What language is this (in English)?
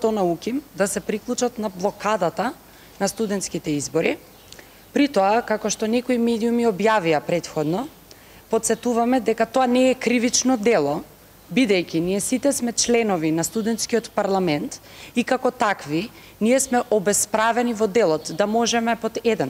Macedonian